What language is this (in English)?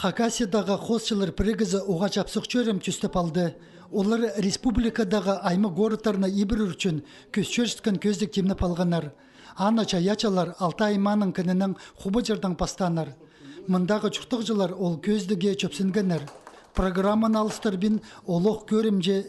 Khakas